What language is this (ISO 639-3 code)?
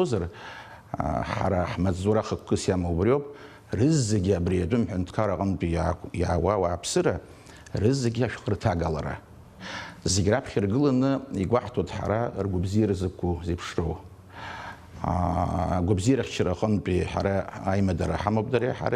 abk